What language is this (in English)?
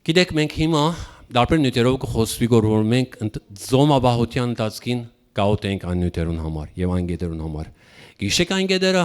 Western Armenian